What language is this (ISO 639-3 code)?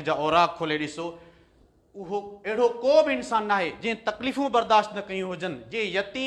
snd